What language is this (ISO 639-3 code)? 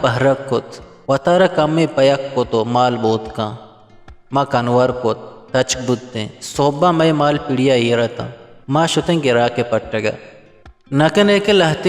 bgp